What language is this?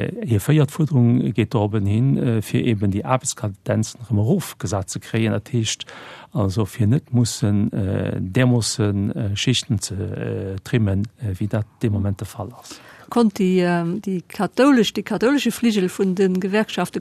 Luxembourgish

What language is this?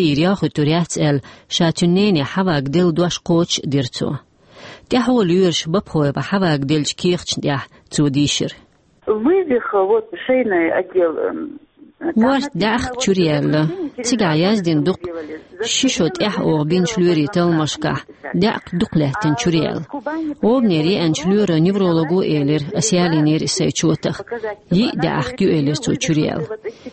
Chechen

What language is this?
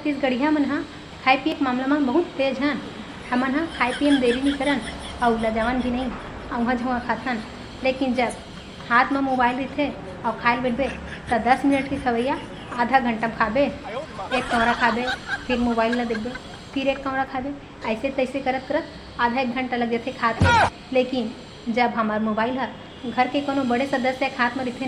Chhattisgarhi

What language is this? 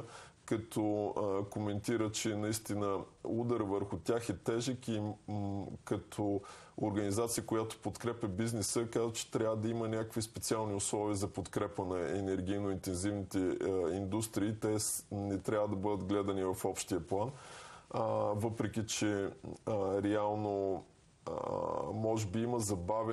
Bulgarian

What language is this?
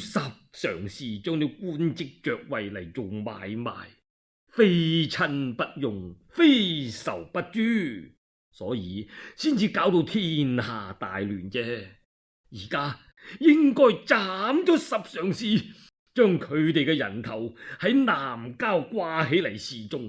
Cantonese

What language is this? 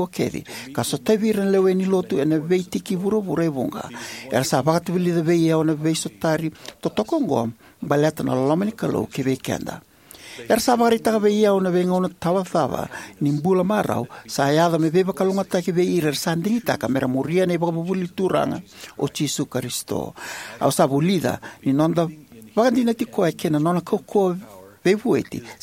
Fijian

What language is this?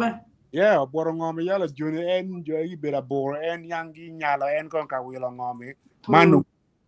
Acoli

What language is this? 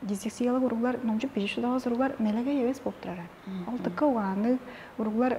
Tuvinian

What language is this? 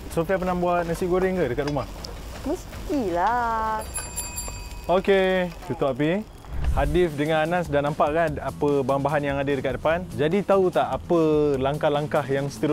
Malay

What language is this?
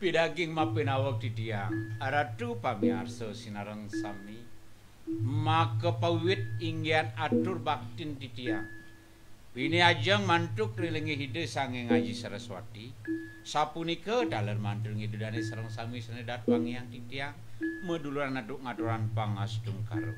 Balinese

